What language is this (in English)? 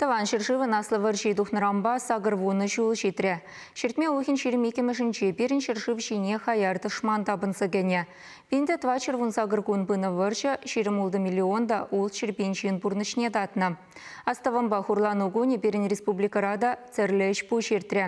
Chuvash